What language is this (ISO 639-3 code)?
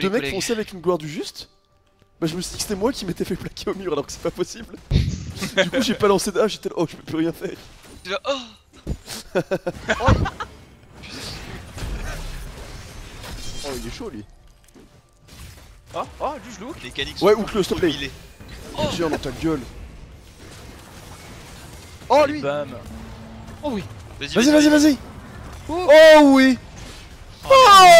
fra